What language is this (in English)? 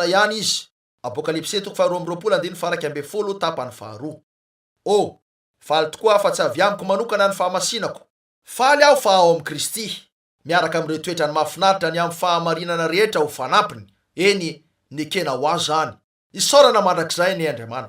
Malagasy